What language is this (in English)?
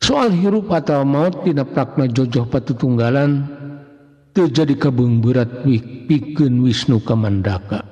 Sundanese